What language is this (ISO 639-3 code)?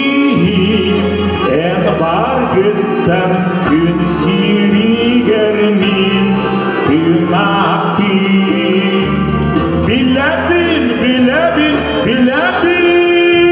sah